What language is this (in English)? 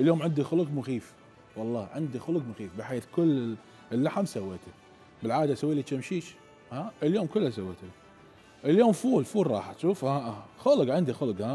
Mesopotamian Arabic